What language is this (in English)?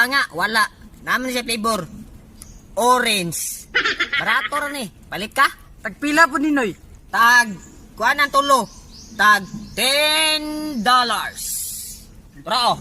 Cebuano